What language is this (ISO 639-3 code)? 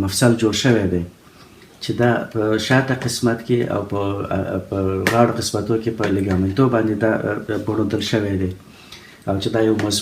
pus